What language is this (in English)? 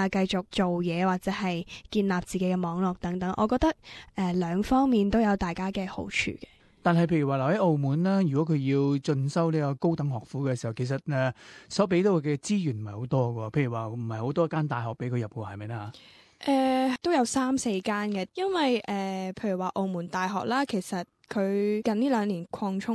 Cantonese